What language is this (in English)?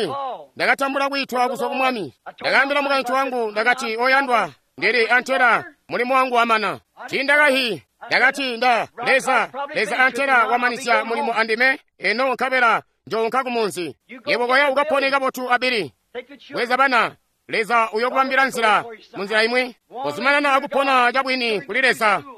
Tonga (Zambia)